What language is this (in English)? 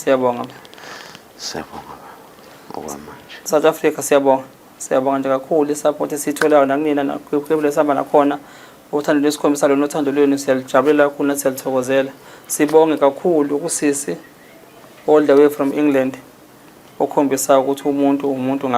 Zulu